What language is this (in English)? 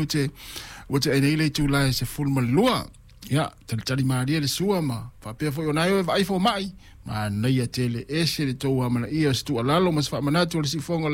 Samoan